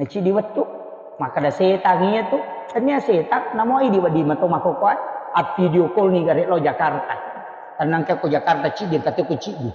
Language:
Buginese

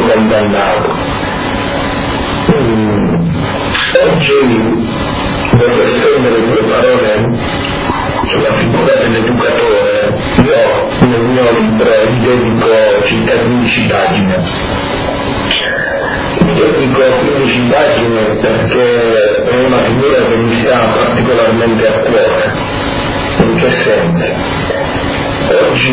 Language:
Italian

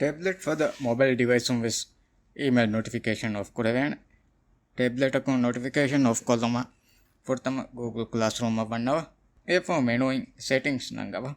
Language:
Divehi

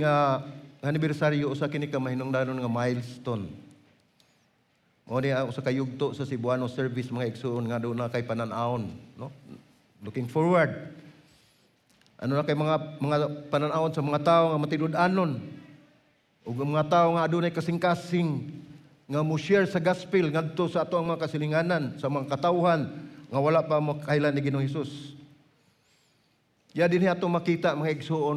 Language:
Cebuano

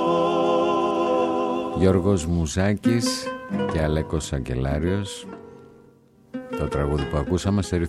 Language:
Greek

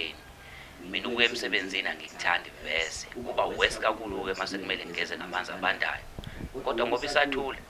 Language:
Zulu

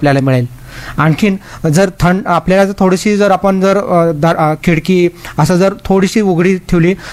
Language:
Marathi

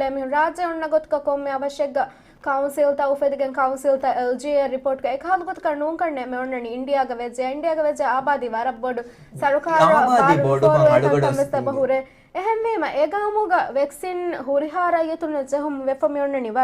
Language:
Divehi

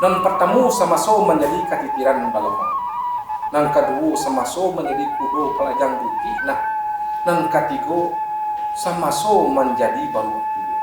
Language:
Minangkabau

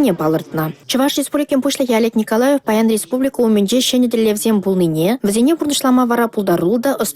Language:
Chuvash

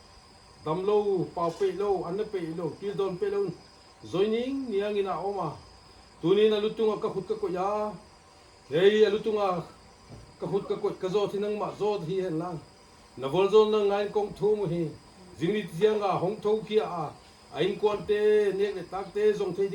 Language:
Paite Chin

